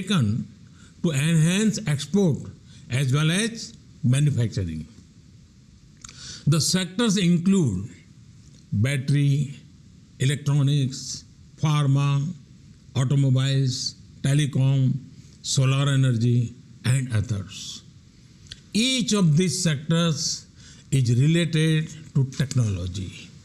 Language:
English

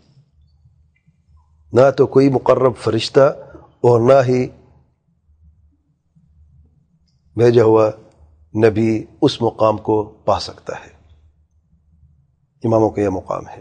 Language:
Urdu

